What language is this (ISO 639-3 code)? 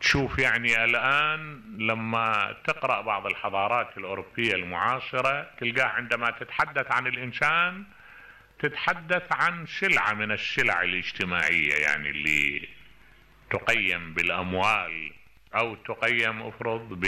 acm